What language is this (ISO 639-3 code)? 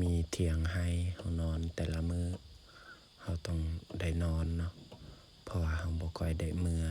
lao